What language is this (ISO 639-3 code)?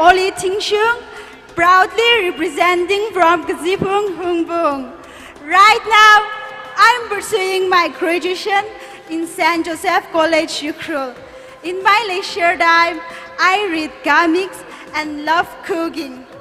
nmf